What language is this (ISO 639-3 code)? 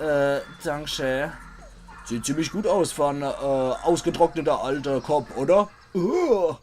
pfl